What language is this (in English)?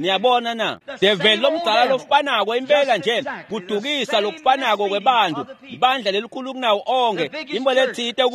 Swati